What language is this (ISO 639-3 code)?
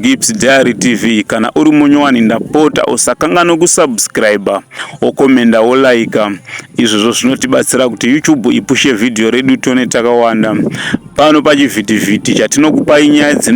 sna